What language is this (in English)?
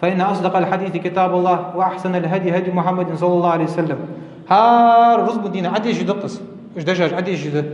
Ingush